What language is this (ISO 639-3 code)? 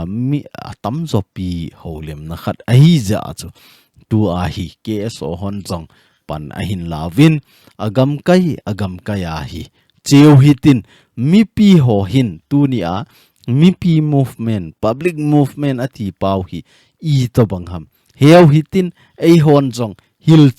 tcz